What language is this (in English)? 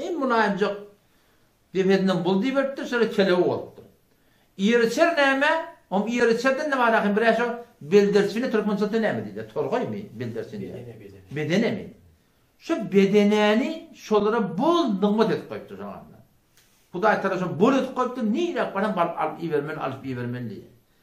Turkmen